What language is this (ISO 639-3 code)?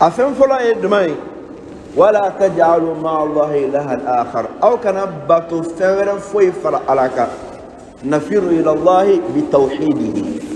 bam